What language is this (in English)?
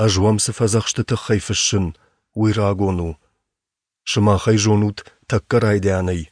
Ossetic